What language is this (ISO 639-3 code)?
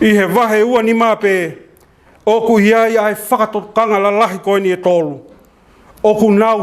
ton